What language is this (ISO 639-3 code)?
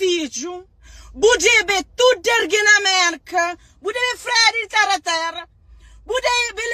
kea